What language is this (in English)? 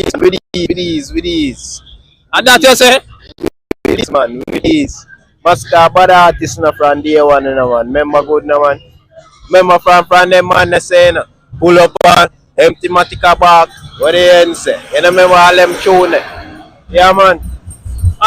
Jamaican Creole English